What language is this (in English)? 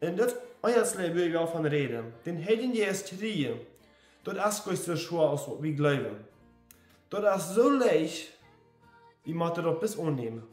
Plautdietsch